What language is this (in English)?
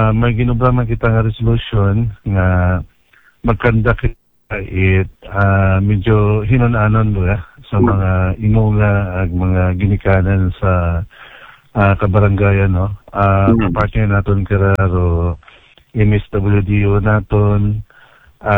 Aklanon